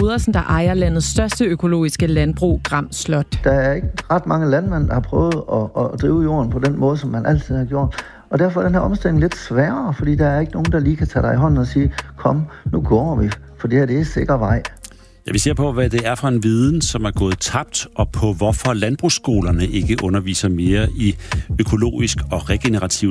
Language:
Danish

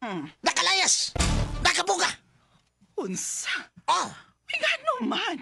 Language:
Cebuano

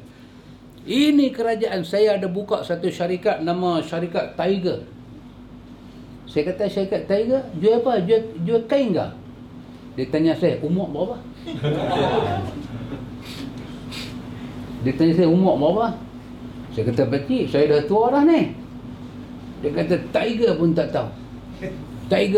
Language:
Malay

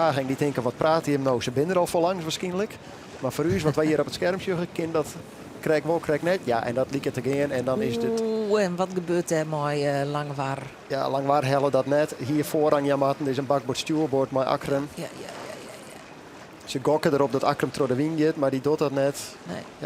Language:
Western Frisian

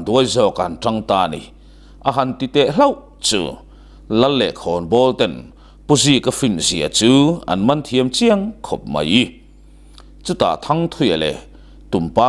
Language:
Mizo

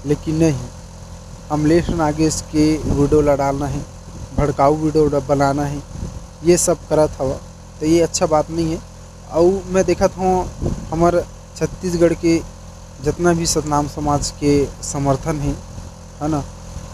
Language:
Chhattisgarhi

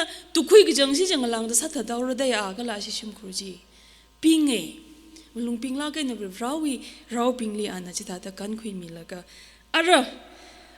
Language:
Tangkhul Naga (India)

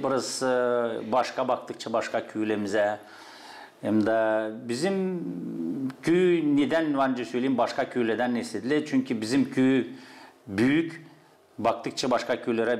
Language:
Gagauz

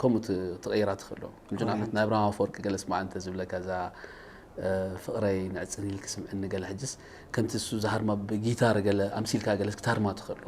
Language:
Tigrinya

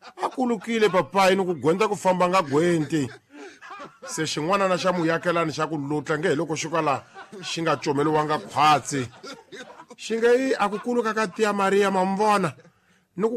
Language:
Tsonga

